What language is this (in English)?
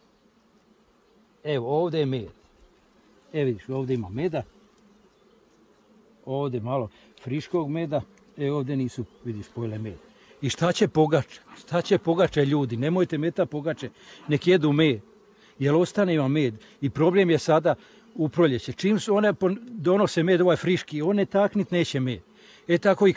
Croatian